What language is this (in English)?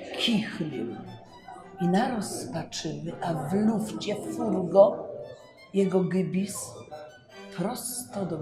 Silesian